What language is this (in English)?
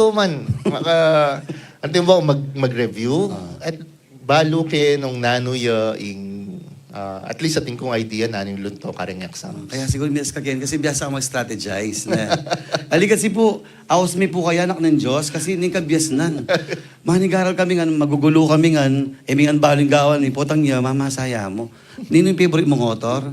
Pampanga